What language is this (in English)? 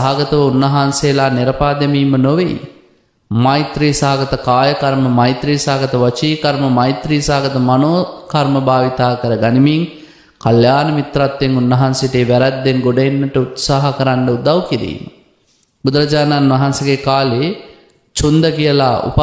Sinhala